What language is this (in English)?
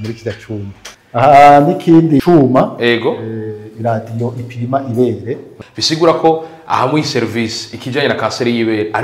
Rundi